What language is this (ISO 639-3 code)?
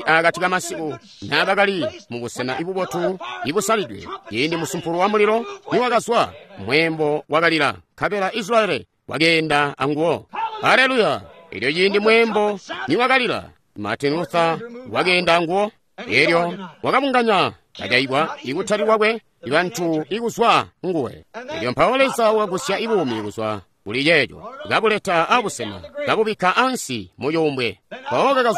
toi